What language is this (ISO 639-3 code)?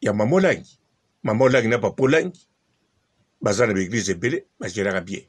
lin